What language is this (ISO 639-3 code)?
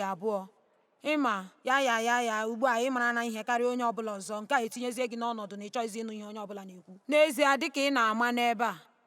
ibo